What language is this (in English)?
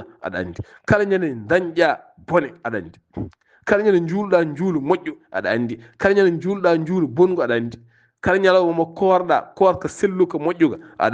Fula